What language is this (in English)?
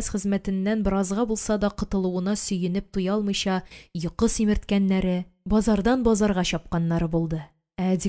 Tatar